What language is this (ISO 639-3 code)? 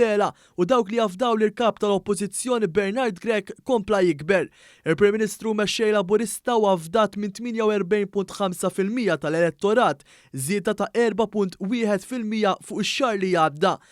mlt